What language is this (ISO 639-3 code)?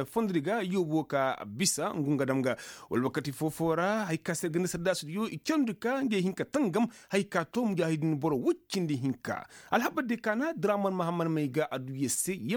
ses